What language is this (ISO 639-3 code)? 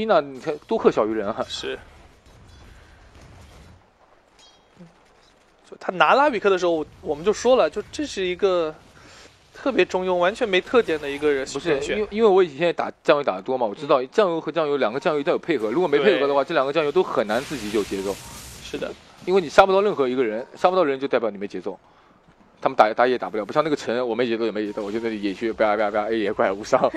zho